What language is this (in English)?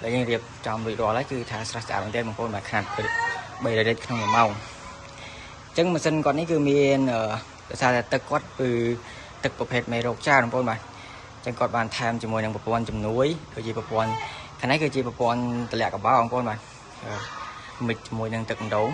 Khmer